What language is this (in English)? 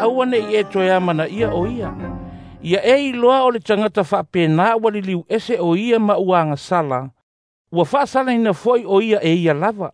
Samoan